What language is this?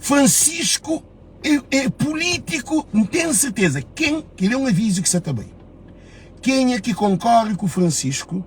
Kabuverdianu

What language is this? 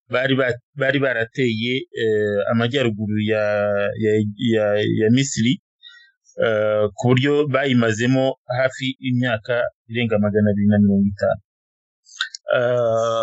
Kinyarwanda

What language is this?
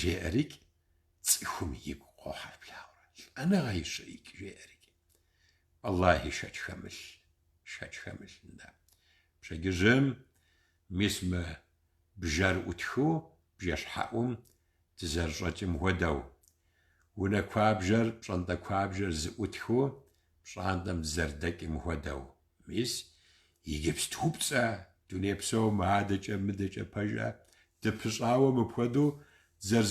Kabardian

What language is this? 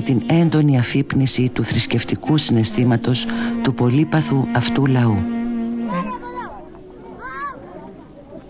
Greek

